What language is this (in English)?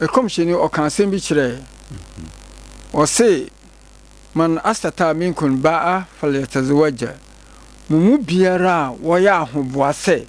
Akan